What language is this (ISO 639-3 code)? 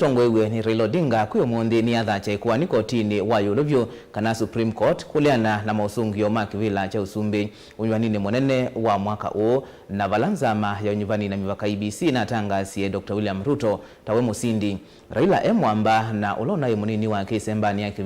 kam